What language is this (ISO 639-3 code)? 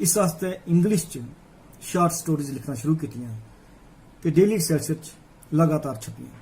doi